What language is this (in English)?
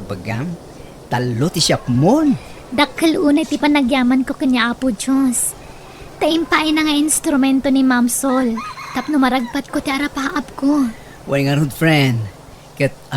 Iloko